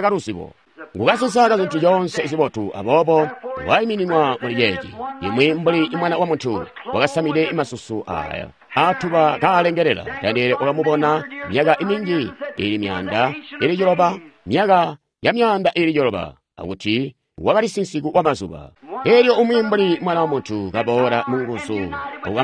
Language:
Tonga (Zambia)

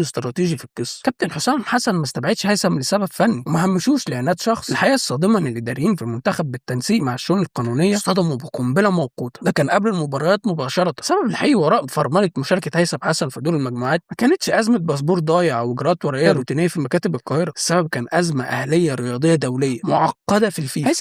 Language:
Egyptian Arabic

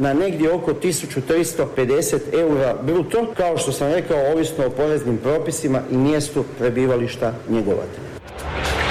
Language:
Croatian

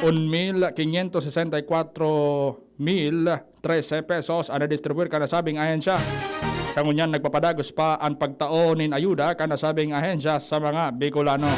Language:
Bikol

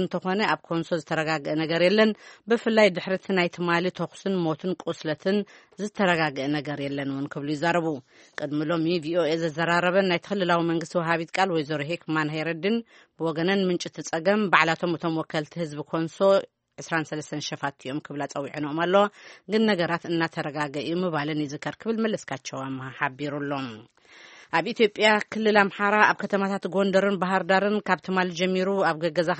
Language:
Tigrinya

